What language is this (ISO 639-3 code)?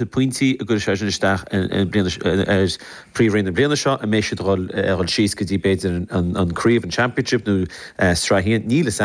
gle